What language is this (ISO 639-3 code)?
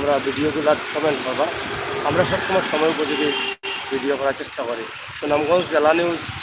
syl